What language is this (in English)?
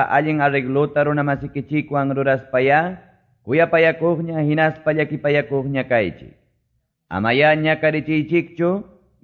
Quechua